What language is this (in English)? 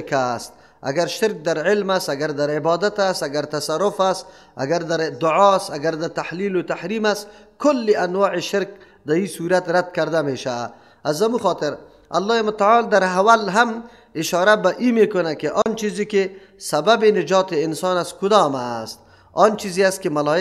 Persian